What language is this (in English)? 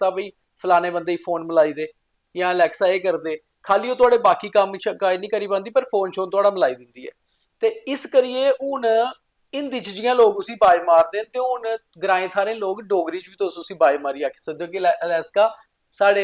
Dogri